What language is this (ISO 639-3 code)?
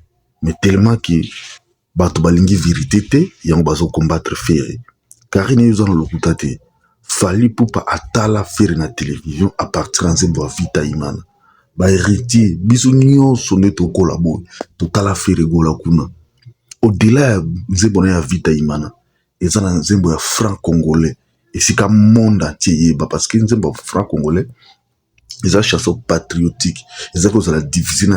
lin